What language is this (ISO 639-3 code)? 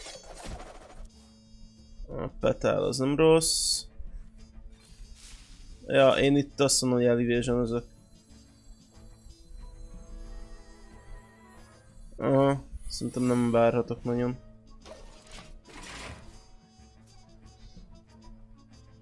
hun